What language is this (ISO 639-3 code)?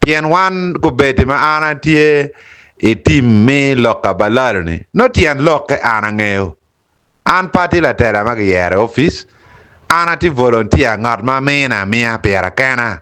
ach